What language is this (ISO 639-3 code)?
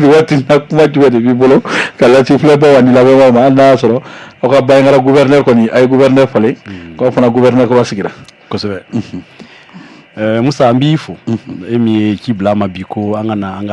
bam